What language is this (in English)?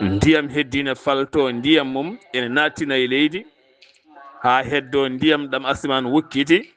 Fula